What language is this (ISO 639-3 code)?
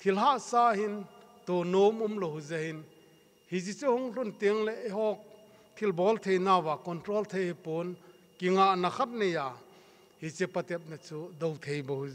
tcz